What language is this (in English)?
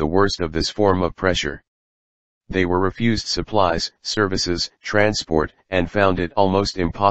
English